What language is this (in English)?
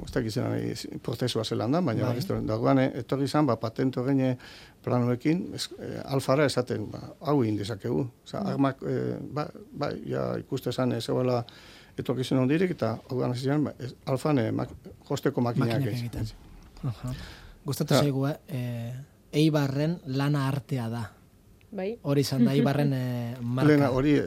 Basque